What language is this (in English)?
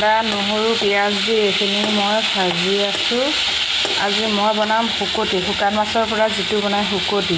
Assamese